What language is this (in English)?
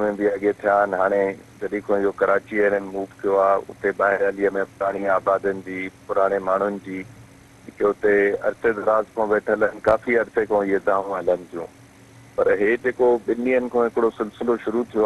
Sindhi